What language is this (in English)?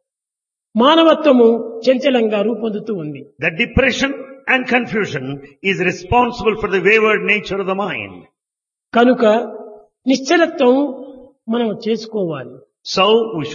Telugu